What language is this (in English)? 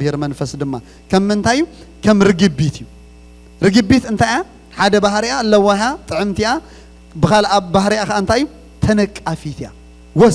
Tigrinya